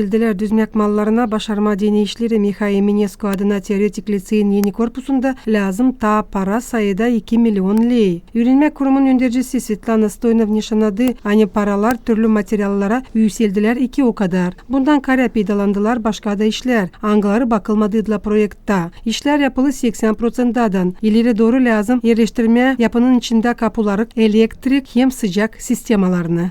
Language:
Gagauz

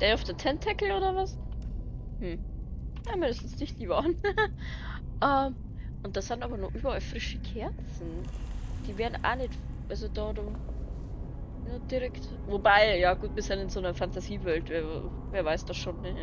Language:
Bavarian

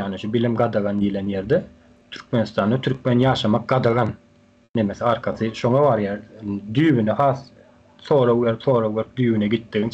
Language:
Turkmen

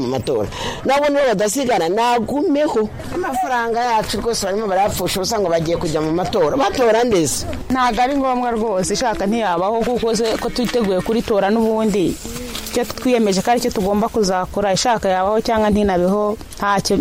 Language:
Kinyarwanda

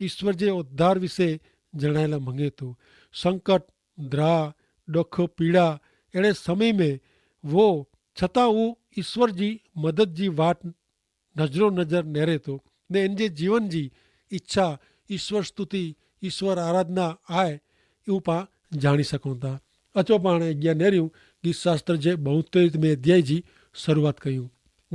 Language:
Kachhi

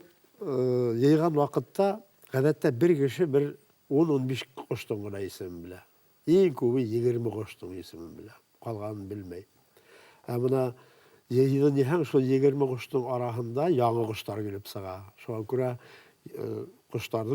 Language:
Bashkir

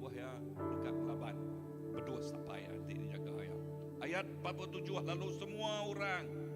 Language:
Iban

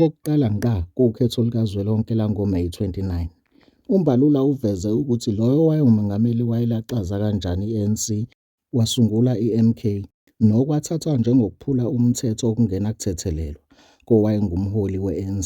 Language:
Zulu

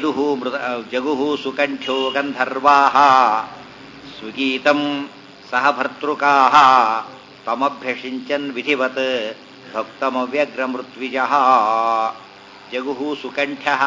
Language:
Kannada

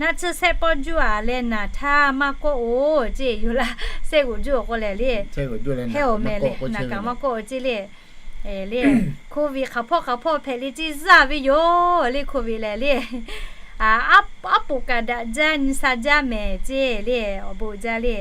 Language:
Lahu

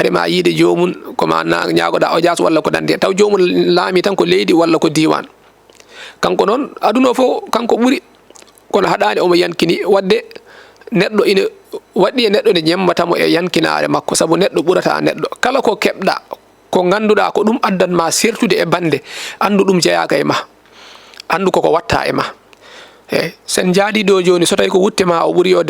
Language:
Fula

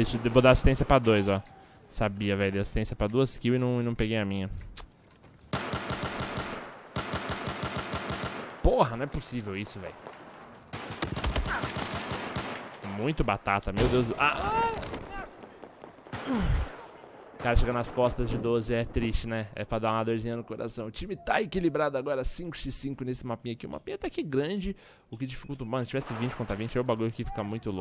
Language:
Portuguese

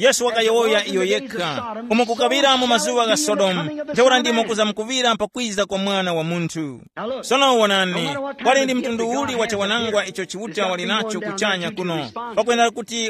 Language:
Tumbuka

